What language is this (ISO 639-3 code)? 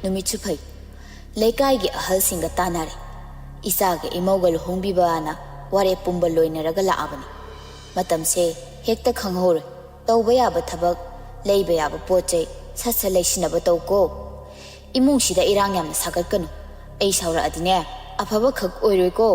mni